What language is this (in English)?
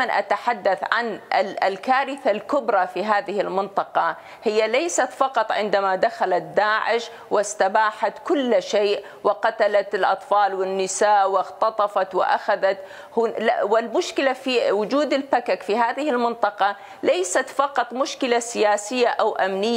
Mesopotamian Arabic